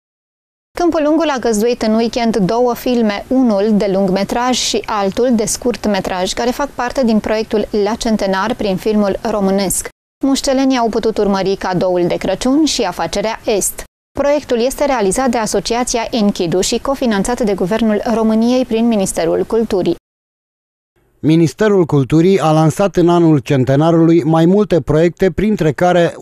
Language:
Romanian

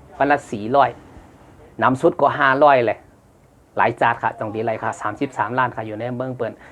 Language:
Shan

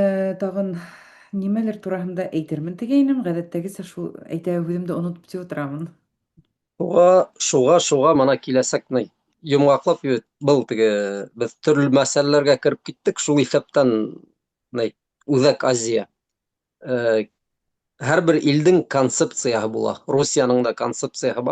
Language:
Bashkir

